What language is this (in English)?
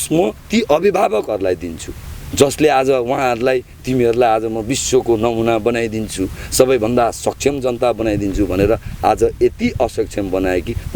Nepali